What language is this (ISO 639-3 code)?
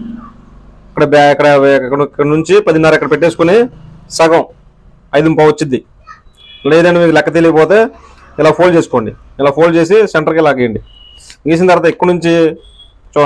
tel